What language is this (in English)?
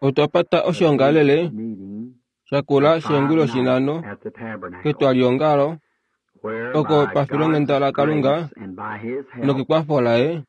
Kuanyama